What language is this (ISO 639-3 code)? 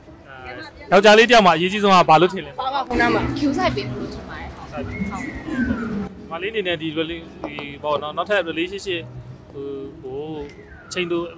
mya